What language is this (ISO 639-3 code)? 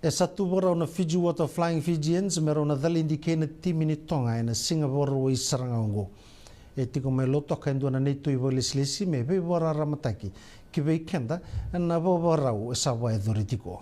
fij